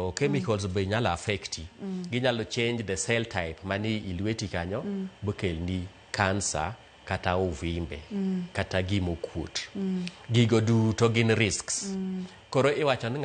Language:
Luo (Kenya and Tanzania)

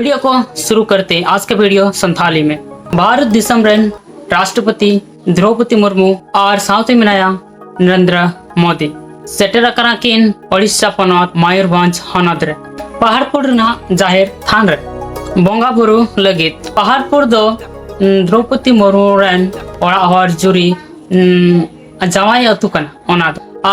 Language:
Santali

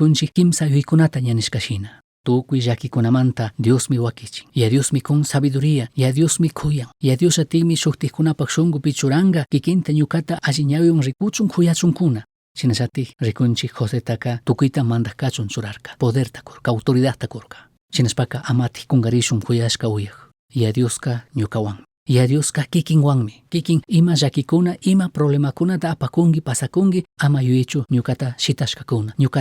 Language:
Chimborazo Highland Quichua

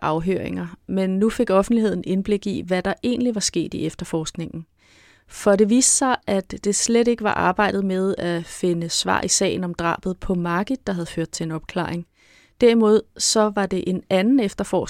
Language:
Danish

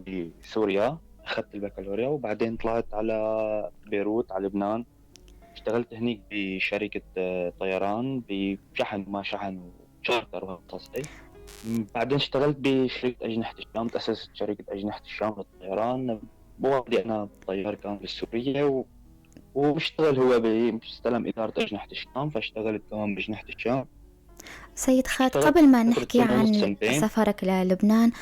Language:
North Levantine Arabic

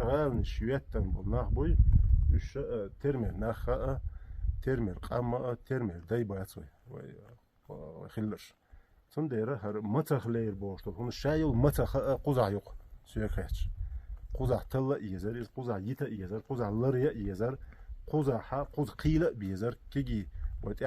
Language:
Chechen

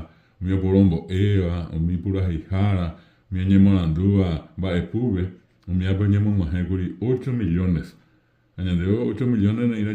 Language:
Guarani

